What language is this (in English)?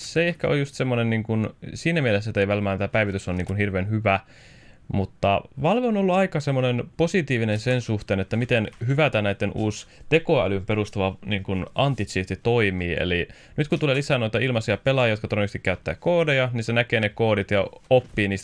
Finnish